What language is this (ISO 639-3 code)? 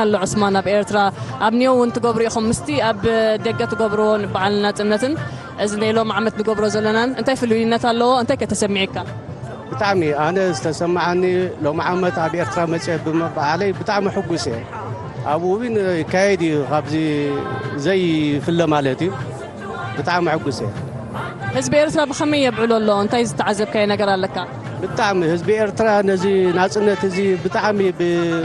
tir